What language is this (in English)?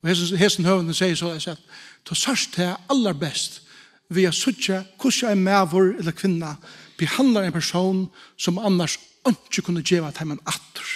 Faroese